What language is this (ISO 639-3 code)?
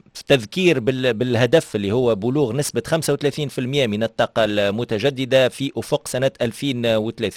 aeb